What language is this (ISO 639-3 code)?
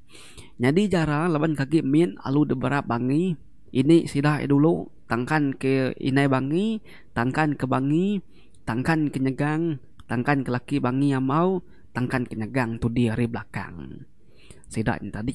iba